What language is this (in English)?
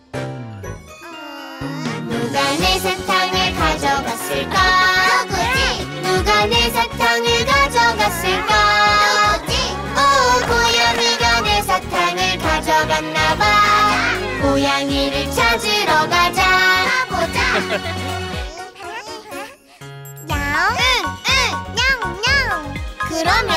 Korean